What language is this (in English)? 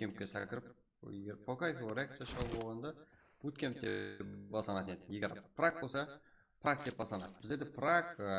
Kara-Kalpak